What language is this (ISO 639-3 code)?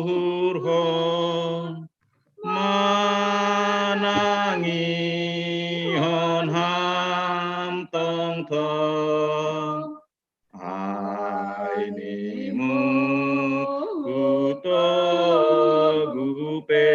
bts